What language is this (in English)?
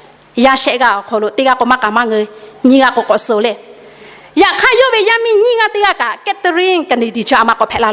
Lahu